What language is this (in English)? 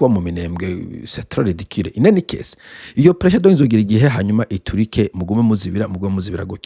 Rundi